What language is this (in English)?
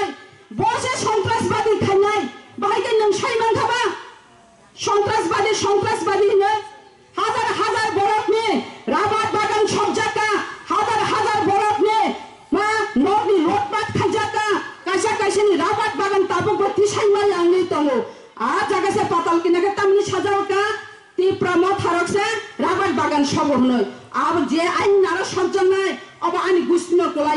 Kok Borok